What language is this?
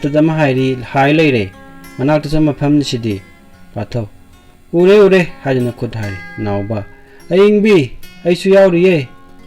Manipuri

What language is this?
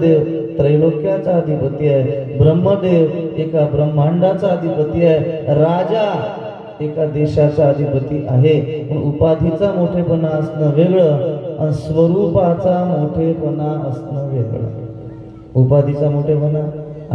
Marathi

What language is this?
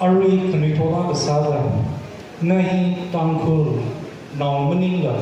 Tangkhul Naga (India)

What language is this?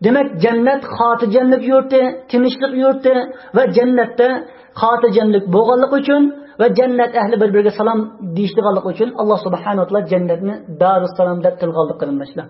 Uyghur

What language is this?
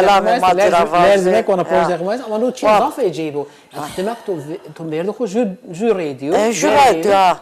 Zaza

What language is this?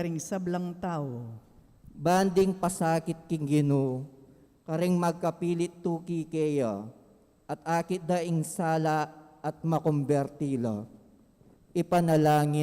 Pampanga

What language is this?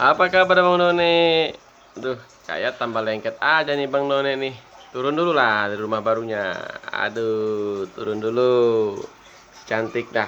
Betawi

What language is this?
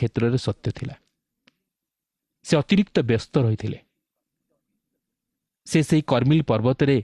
Odia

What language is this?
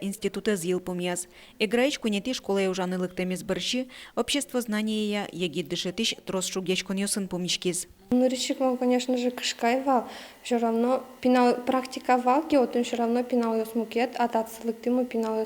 Udmurt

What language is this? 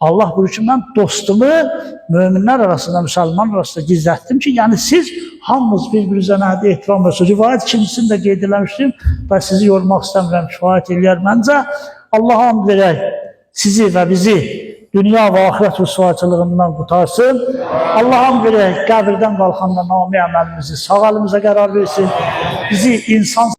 Azerbaijani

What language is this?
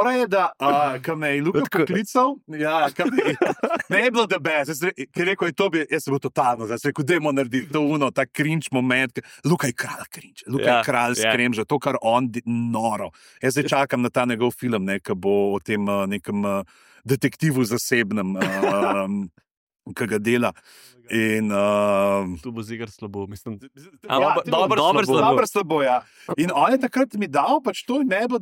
Slovenian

